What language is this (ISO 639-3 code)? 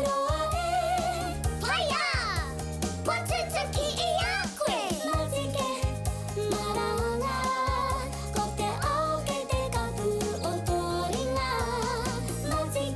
mri